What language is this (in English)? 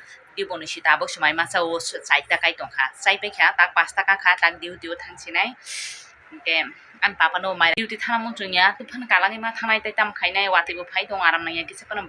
Kok Borok